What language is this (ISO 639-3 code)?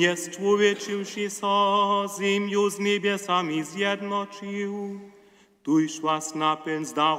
hsb